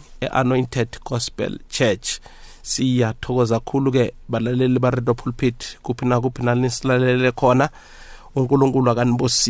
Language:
South Ndebele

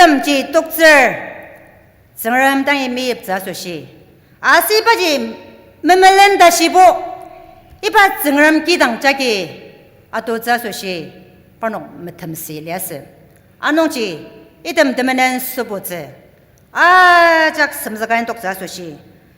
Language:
Ao Naga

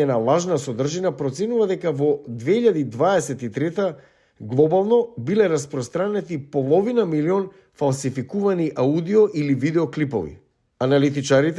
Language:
Macedonian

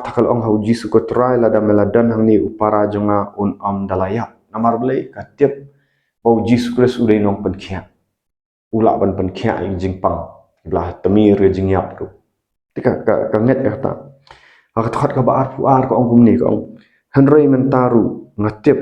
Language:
Khasi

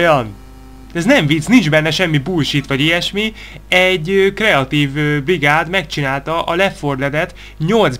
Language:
Hungarian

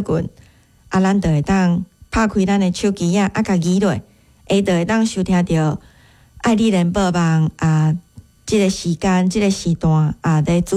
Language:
Min Nan Chinese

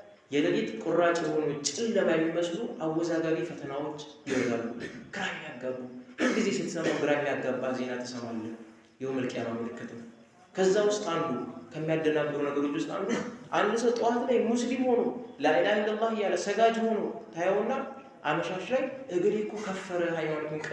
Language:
Amharic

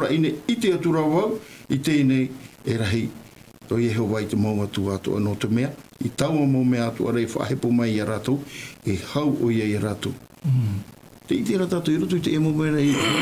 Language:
Tahitian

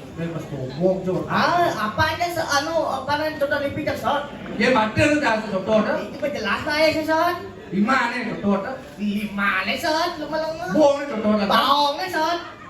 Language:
Balinese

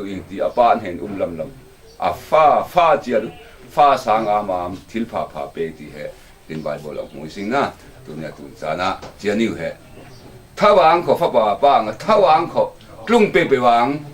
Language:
Falam Chin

